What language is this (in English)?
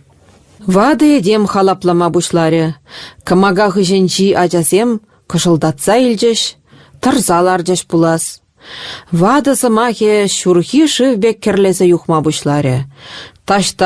Chuvash